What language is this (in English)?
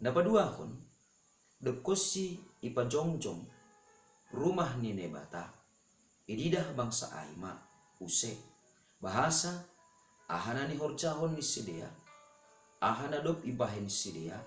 Batak Simalungun